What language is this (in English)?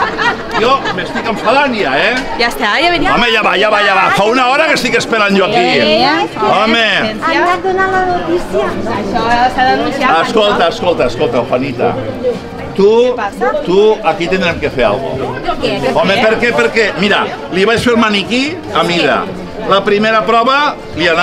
Catalan